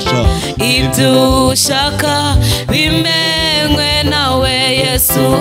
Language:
Kinyarwanda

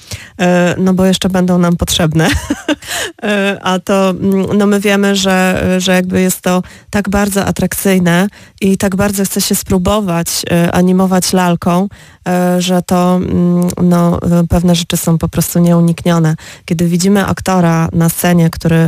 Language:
Polish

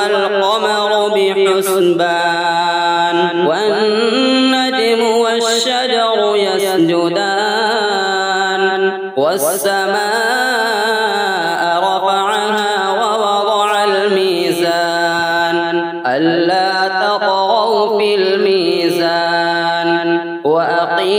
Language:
Arabic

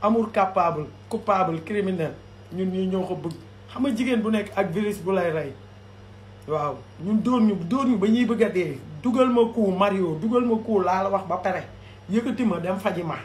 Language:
Wolof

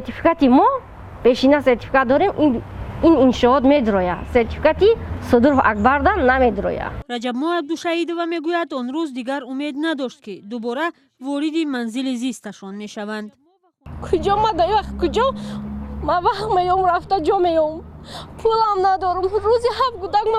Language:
Tajik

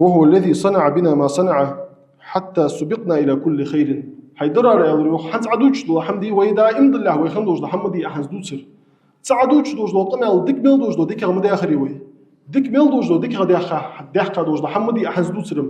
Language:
Ingush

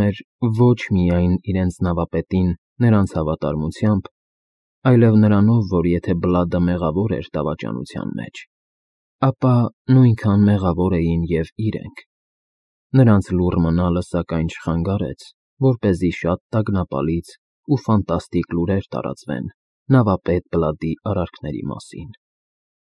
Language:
Armenian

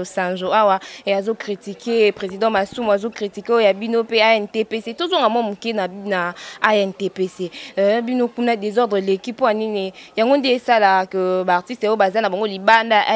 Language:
Lingala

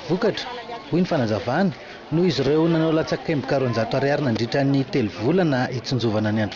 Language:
Malagasy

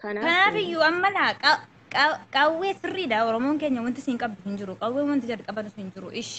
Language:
Oromo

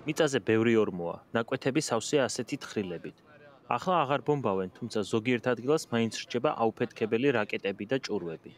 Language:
Georgian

